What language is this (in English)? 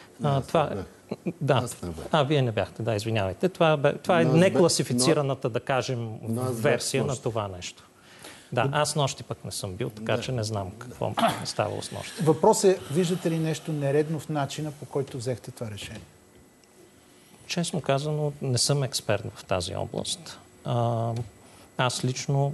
Bulgarian